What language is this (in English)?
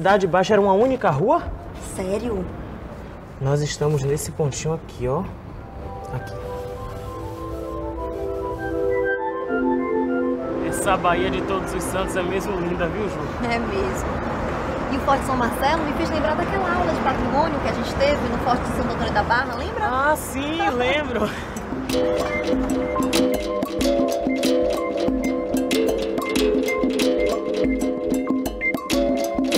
Portuguese